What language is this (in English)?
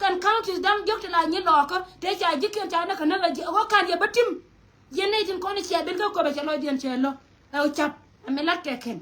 Nuer